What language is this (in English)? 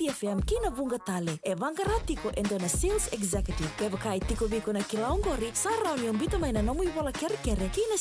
Fijian